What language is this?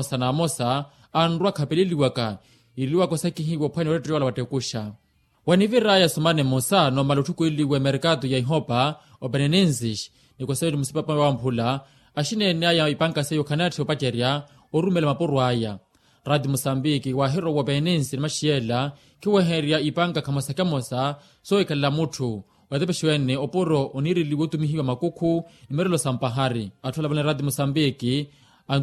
Makhuwa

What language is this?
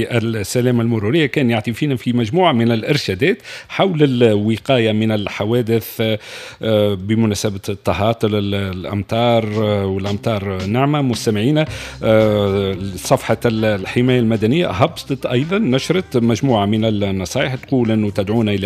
Tunisian Arabic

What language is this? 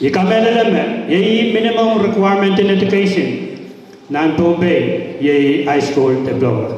Pohnpeian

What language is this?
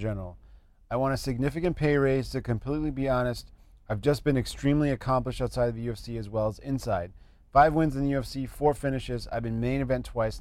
English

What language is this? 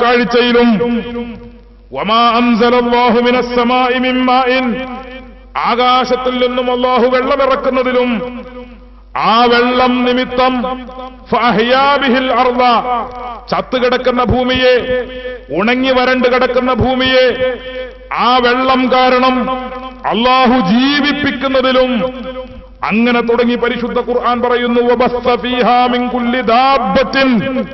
Malayalam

